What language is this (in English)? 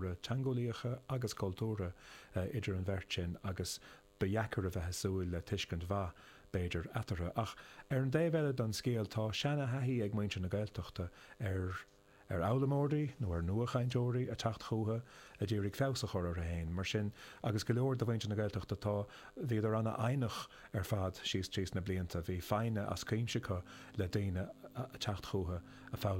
Irish